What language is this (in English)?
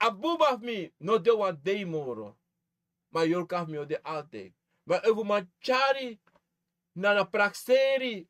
Sranan Tongo